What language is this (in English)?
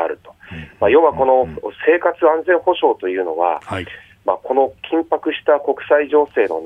Japanese